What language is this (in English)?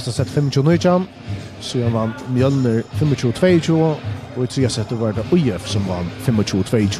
Faroese